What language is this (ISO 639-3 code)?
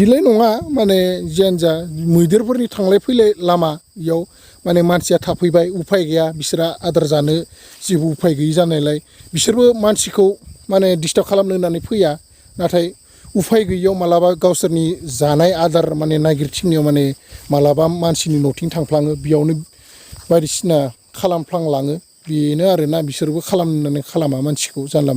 brx